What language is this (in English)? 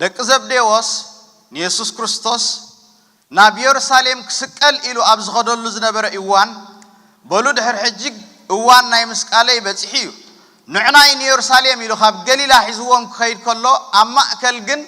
Tigrinya